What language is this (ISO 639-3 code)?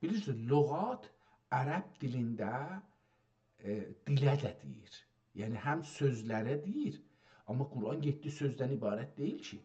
azb